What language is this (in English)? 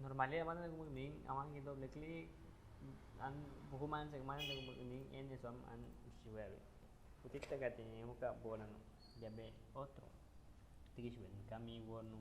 Aguaruna